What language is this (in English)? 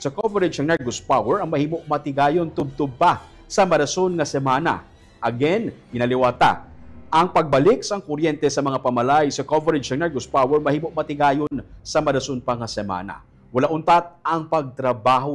Hiligaynon